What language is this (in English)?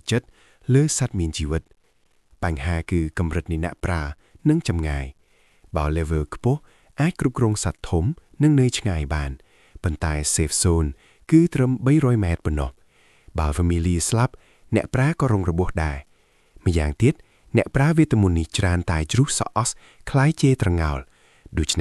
Khmer